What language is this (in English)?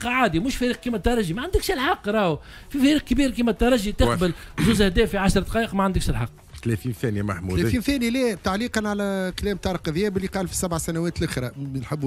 Tunisian Arabic